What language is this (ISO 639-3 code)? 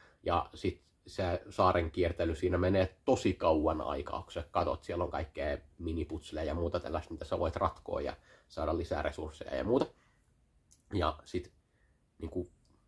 fin